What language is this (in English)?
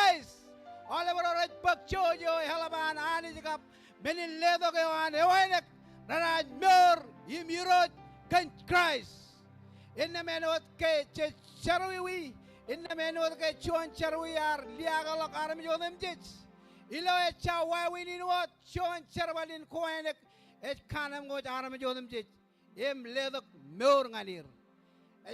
Marshallese